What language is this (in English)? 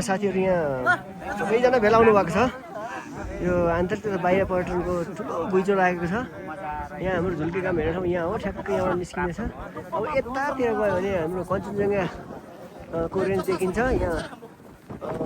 Nepali